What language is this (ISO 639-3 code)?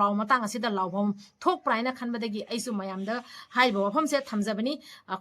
mni